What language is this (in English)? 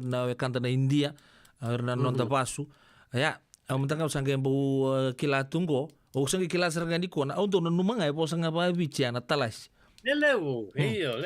Fijian